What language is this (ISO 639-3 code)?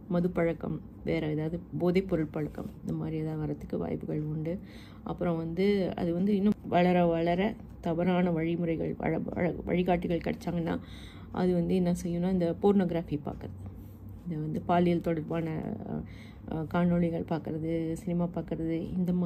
tam